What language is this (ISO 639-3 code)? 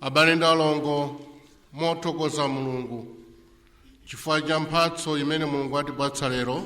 nya